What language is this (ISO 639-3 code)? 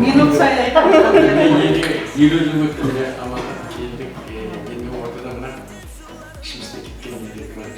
kaa